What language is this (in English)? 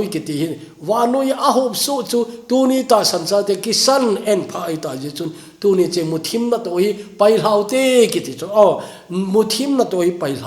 Thado Chin